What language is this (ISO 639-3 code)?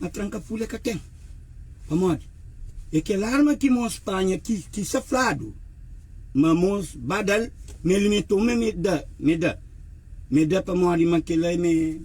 kea